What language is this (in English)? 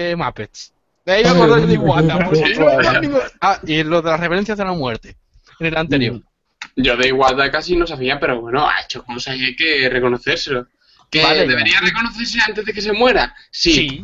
Spanish